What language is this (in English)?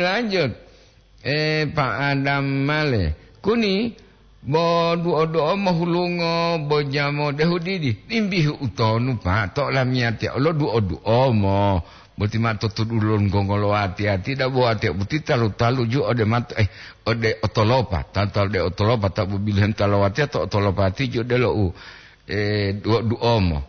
Gorontalo